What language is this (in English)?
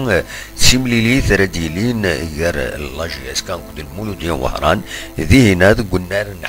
Kabyle